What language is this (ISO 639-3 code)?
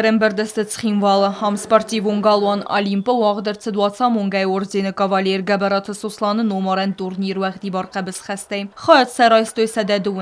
oss